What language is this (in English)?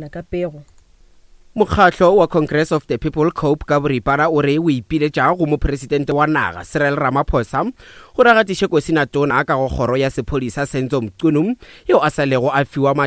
Northern Sotho